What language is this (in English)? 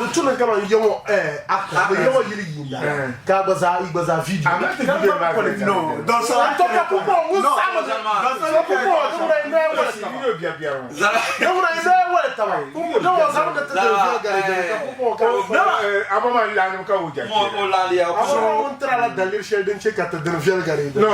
Dagbani